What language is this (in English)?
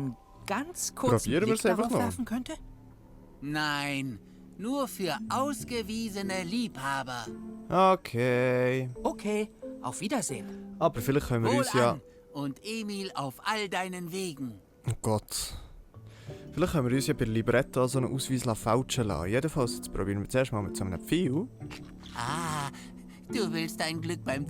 Swiss German